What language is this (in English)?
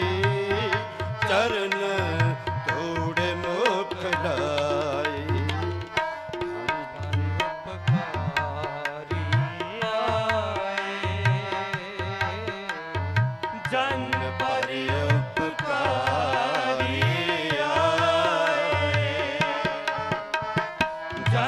Punjabi